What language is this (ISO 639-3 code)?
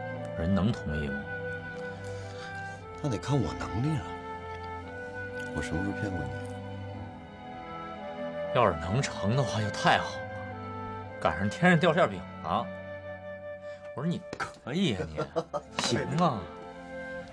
zho